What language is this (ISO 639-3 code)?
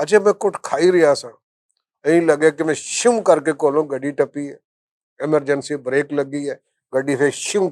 lah